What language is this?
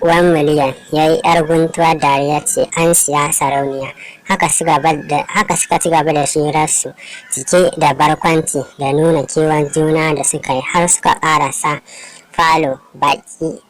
Hausa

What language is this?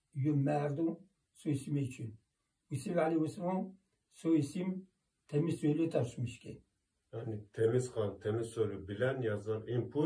Zaza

